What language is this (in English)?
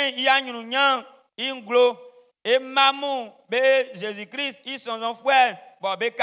Baoulé